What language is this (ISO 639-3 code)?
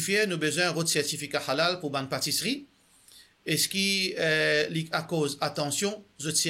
mfe